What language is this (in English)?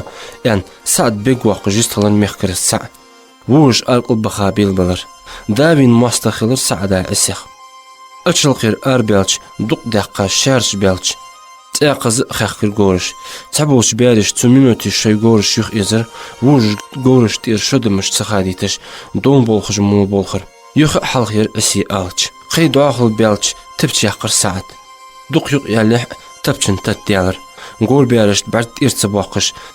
Ingush